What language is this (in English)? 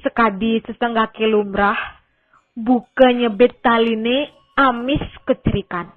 Balinese